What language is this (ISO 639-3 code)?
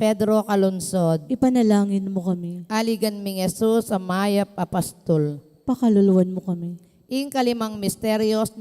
pam